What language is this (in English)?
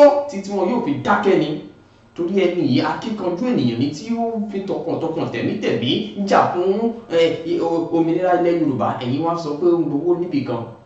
Yoruba